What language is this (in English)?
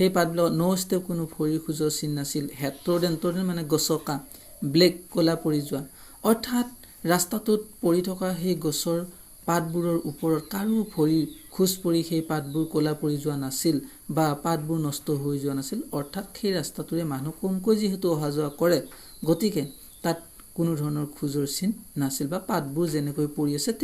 Assamese